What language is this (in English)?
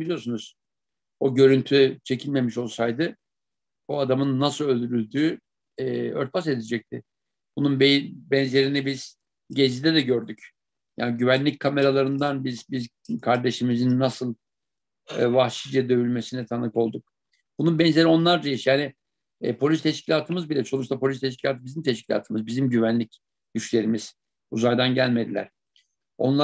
Turkish